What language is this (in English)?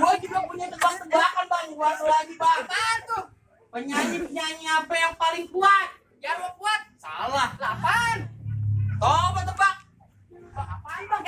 Betawi